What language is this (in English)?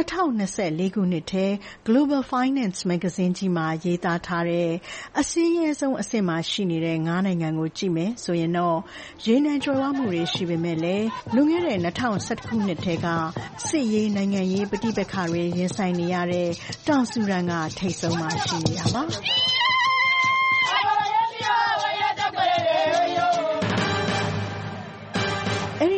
Burmese